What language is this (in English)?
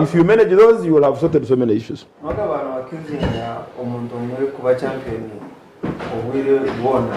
Nyankole